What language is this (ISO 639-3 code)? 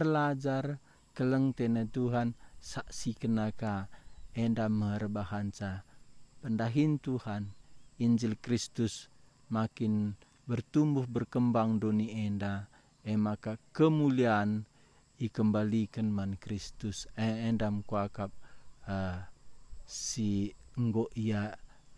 btx